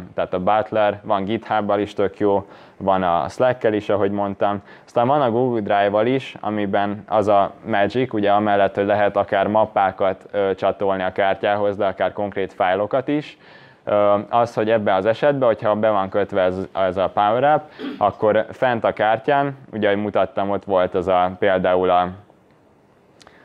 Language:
Hungarian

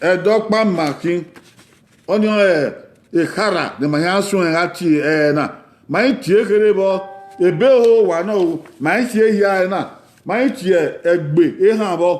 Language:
Bini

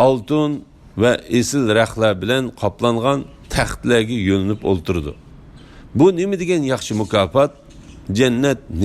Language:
Uyghur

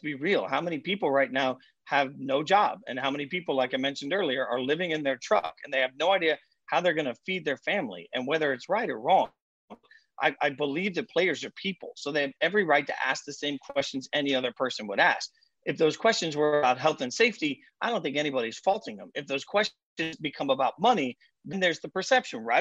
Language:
English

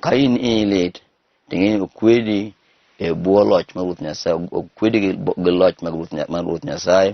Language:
Luo (Kenya and Tanzania)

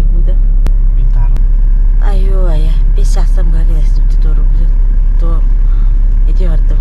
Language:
Yakut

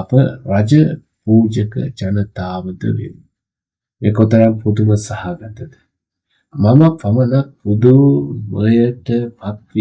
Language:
Sinhala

